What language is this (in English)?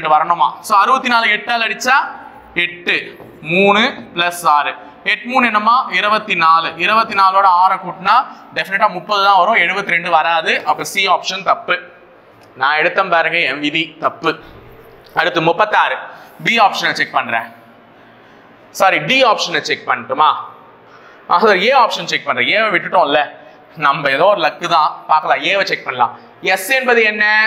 Tamil